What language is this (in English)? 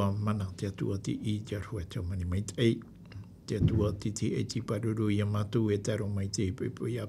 Tahitian